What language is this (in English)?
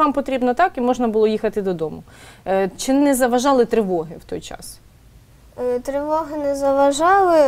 Ukrainian